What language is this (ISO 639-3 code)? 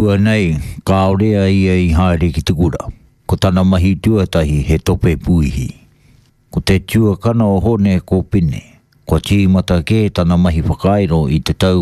mri